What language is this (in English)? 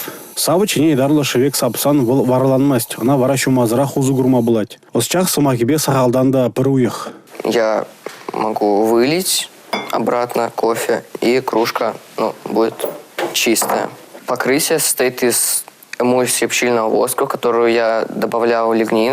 Chuvash